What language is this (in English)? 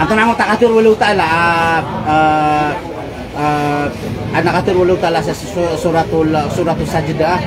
Maranao